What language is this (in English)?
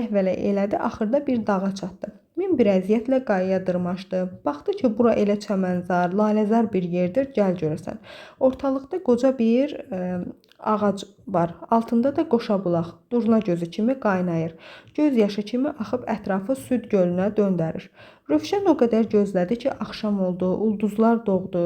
Azerbaijani